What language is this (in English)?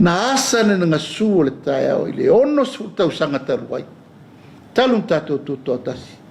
Samoan